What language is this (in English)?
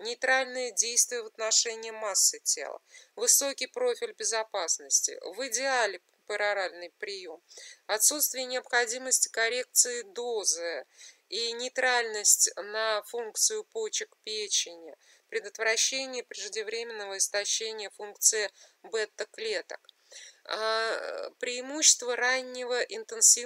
Russian